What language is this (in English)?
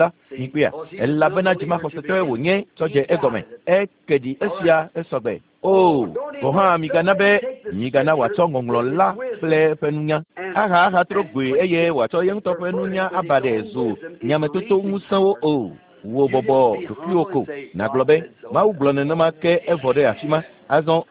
Ewe